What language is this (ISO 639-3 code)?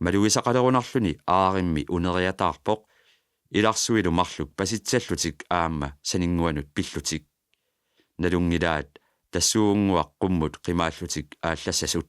kal